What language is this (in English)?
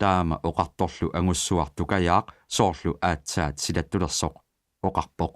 Kalaallisut